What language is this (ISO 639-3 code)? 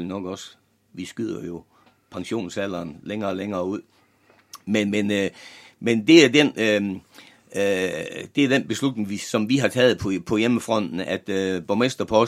dan